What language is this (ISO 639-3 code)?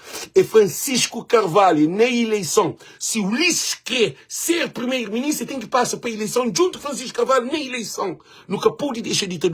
kea